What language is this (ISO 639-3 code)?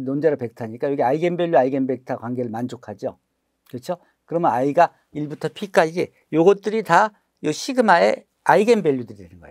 kor